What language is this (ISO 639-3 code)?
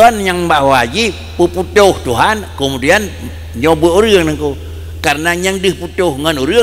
ace